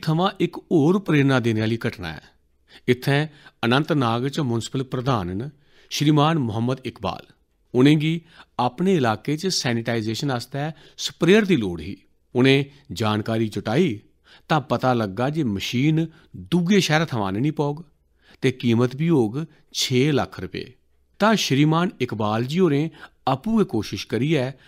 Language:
Dogri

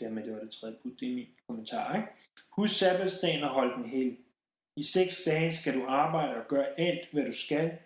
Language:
Danish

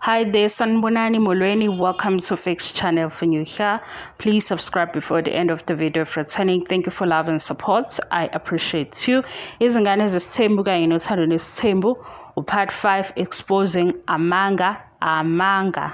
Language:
Zulu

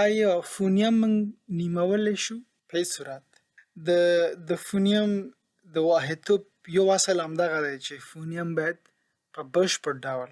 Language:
Pashto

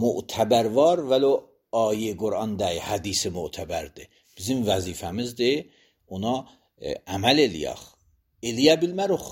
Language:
Azerbaijani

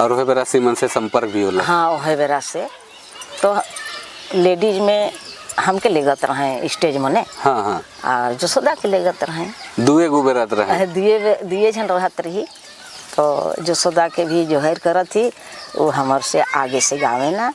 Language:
Sadri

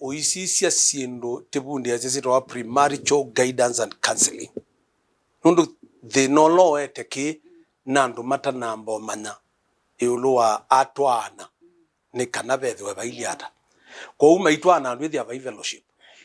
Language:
Kamba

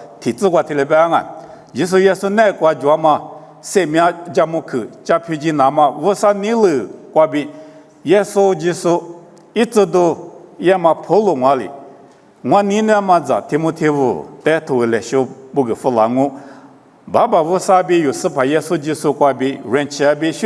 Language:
Lisu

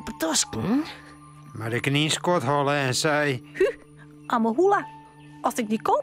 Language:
Western Frisian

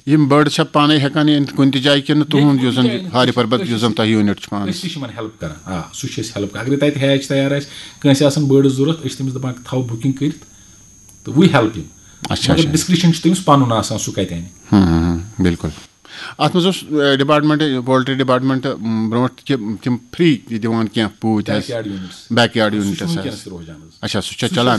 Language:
Kashmiri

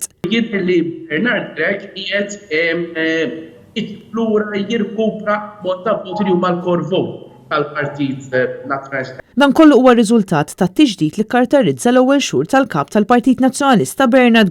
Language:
Maltese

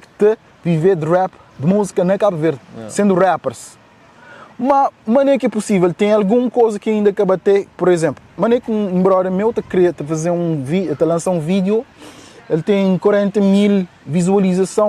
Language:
Kabuverdianu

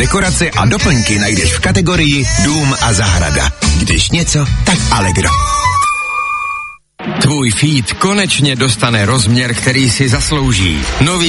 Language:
Czech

